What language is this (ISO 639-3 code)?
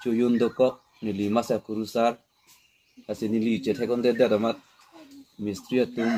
mjw